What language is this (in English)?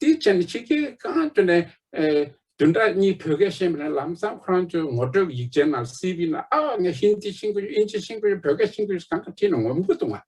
Tibetan